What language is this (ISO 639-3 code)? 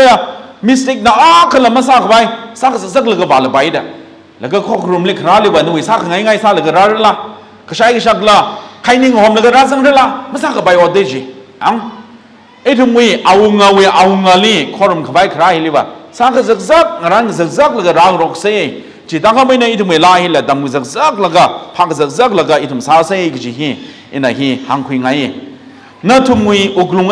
nmf